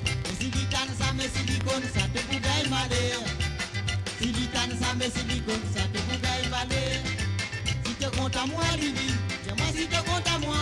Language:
Morisyen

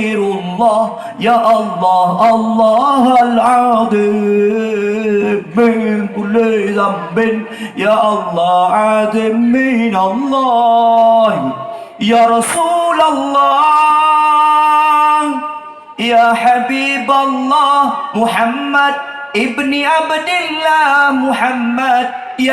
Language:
Achinese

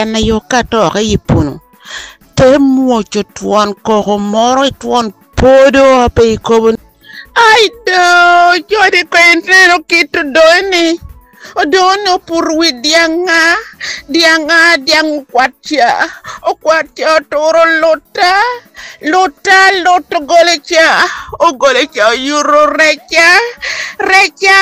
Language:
Lango (Uganda)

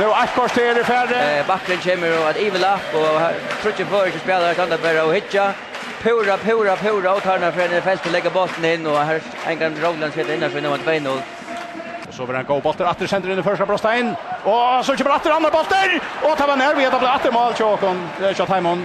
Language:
Faroese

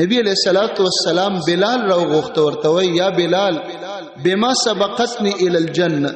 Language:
Pashto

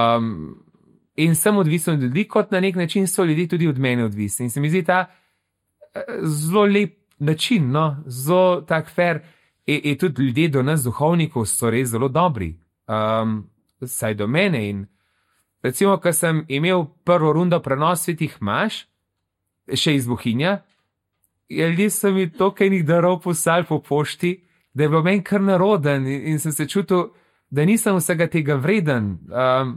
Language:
Slovenian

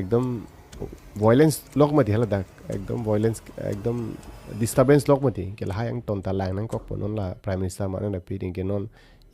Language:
Karbi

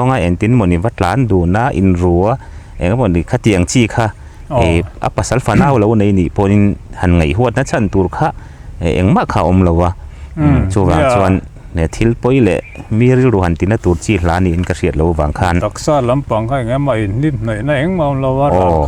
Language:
Mizo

